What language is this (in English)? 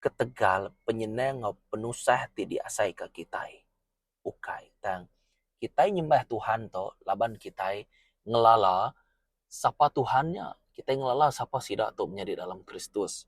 Iban